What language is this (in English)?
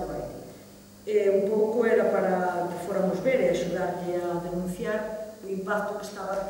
Galician